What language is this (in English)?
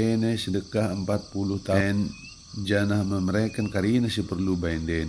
Batak Dairi